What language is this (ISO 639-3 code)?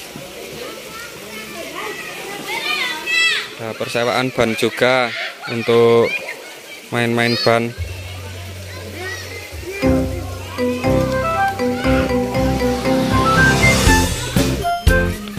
ind